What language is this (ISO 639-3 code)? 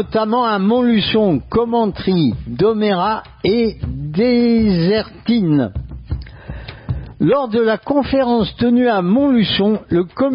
fra